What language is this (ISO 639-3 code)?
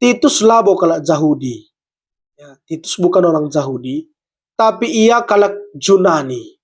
btx